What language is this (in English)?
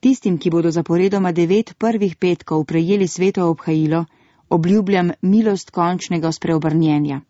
Slovenian